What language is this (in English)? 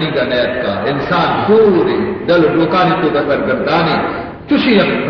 Baluchi